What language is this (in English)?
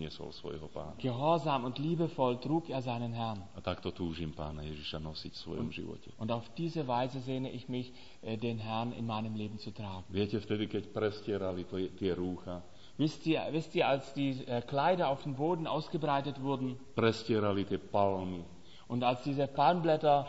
Slovak